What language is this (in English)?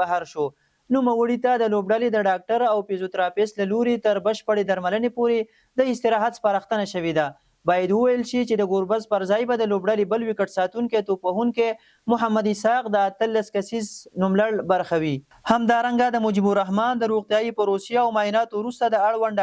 Pashto